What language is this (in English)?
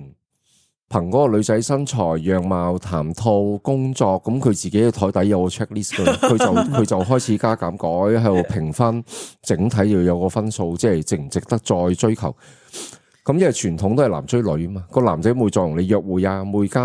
Cantonese